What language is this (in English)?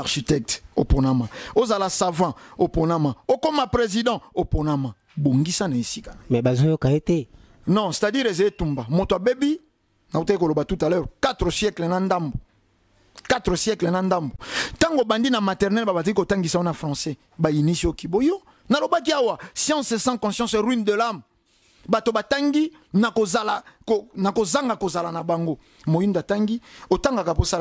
Lingala